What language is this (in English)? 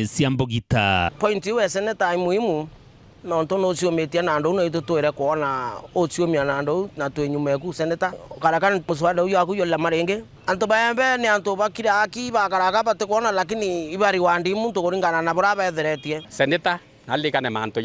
Meru